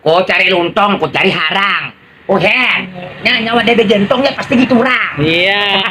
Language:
Banjar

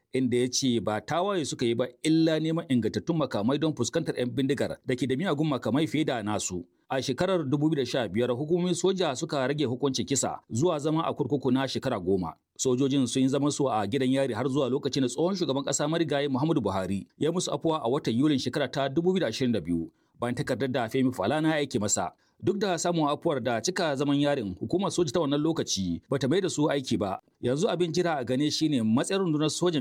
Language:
Hausa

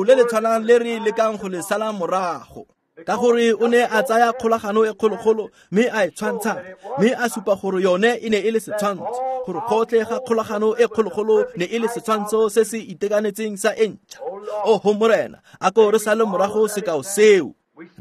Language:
Tswana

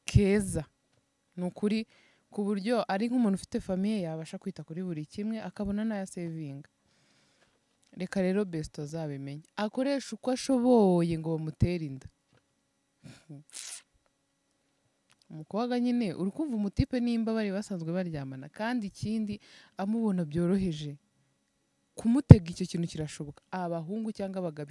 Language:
Kinyarwanda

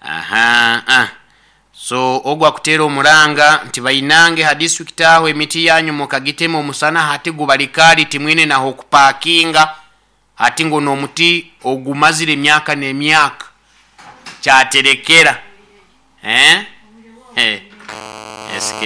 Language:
Nyoro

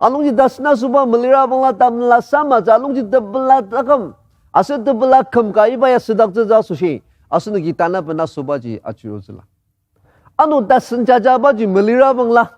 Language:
Ao Naga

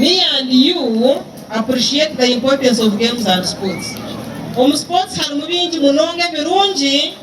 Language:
Nyankole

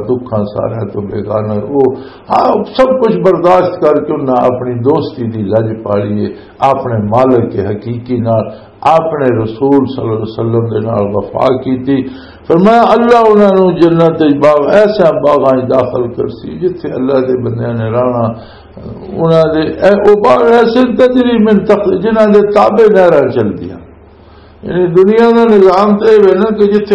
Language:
Western Panjabi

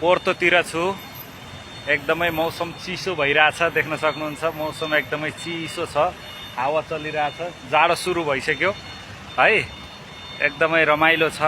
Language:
Nepali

